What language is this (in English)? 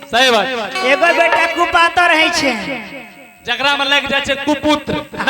Angika